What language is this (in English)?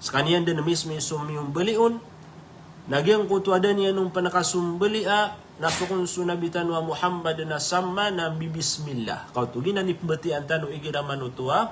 Maranao